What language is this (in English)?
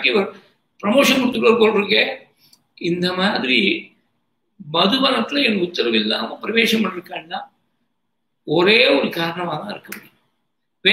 Tamil